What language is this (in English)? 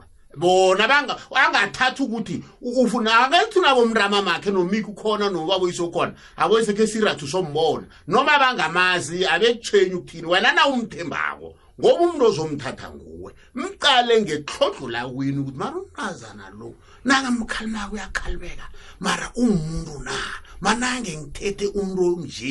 South Ndebele